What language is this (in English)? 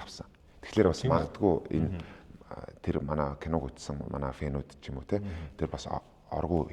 Mongolian